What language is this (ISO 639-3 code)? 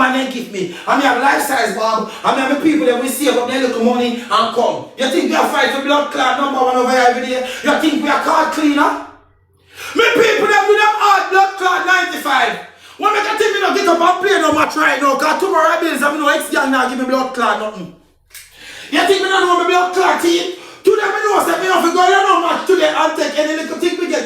jam